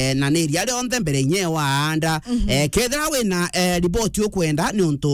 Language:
Meru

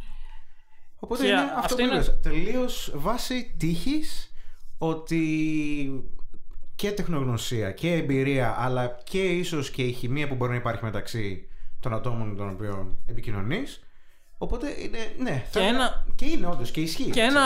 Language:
Greek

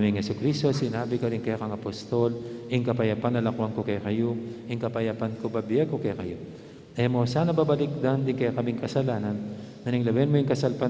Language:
Pampanga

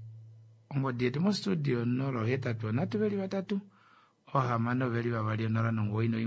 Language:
Kuanyama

